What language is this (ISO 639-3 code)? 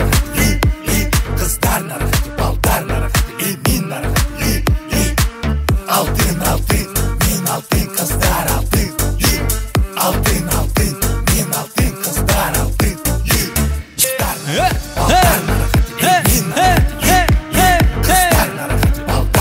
kaa